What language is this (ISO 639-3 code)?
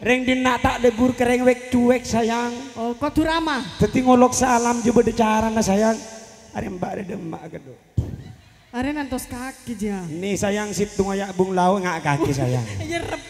mad